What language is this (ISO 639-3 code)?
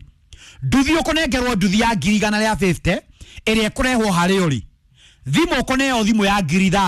kik